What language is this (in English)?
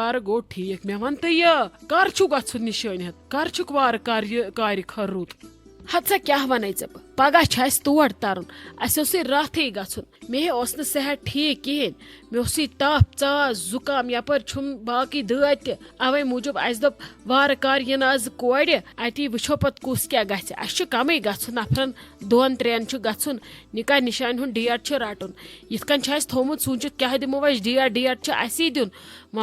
Kashmiri